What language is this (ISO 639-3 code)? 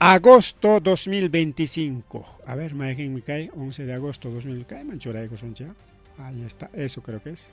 quy